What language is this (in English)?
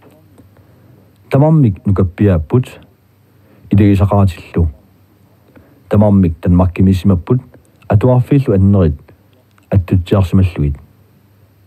Kalaallisut